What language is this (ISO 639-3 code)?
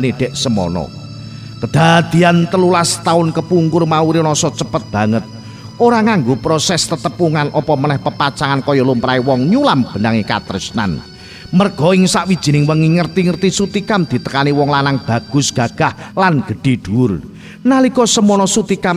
jav